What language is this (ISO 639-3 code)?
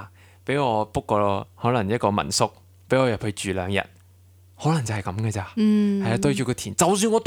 yue